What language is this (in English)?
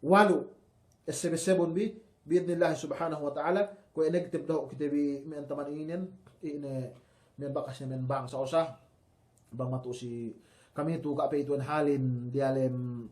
Yakan